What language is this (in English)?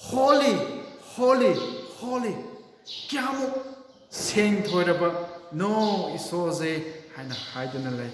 Manipuri